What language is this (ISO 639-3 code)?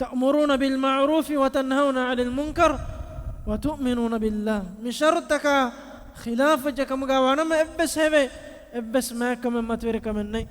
div